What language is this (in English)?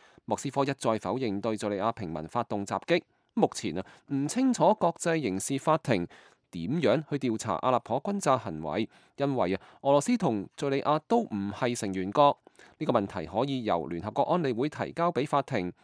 Cantonese